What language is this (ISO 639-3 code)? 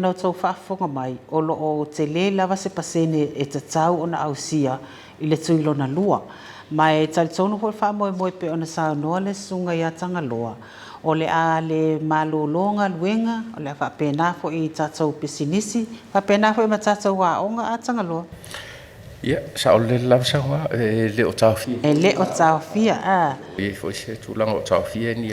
smo